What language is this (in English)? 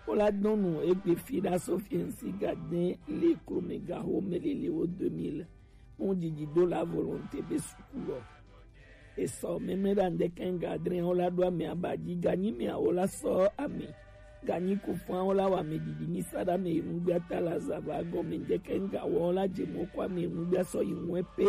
Gen